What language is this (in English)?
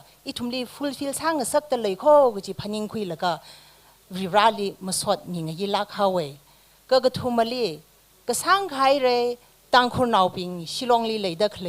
Tangkhul Naga (India)